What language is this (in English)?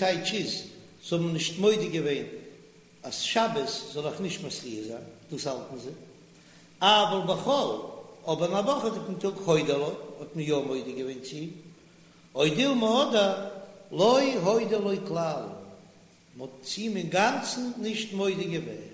Yiddish